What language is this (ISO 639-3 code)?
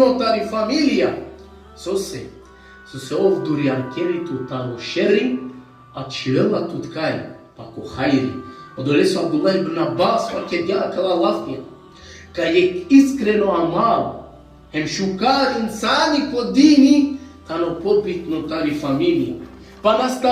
rmn